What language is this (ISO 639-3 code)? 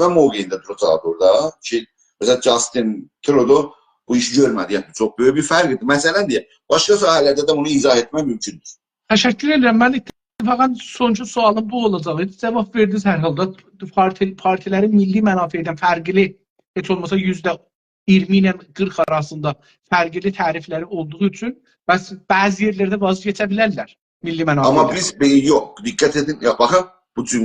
azb